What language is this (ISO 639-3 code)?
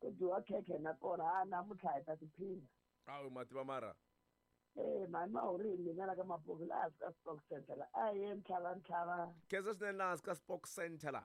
tso